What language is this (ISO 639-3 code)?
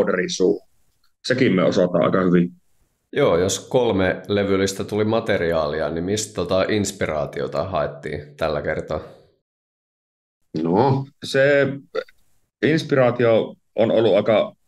fin